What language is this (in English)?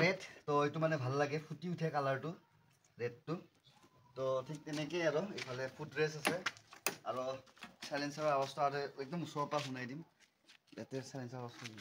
Assamese